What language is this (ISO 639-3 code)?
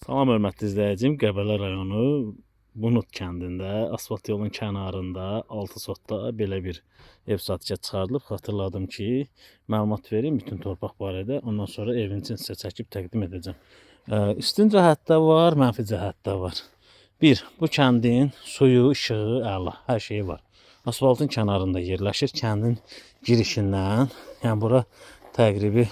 aze